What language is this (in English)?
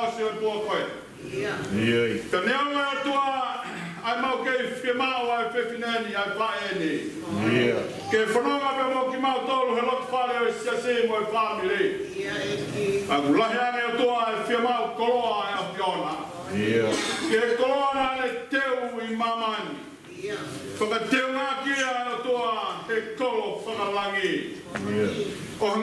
Tongan